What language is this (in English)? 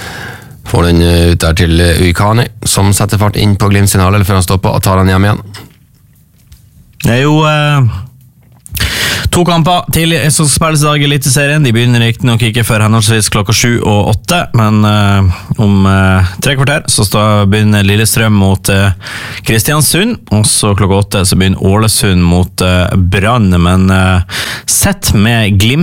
Norwegian